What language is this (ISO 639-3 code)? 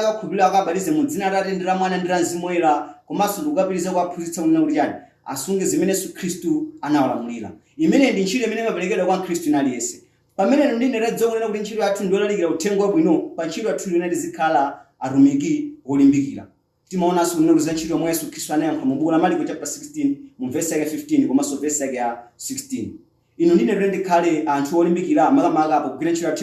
nya